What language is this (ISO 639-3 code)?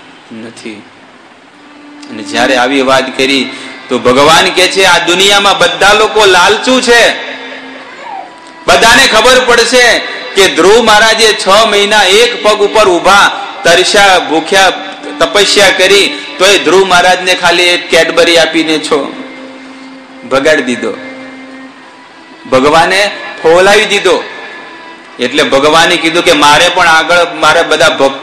guj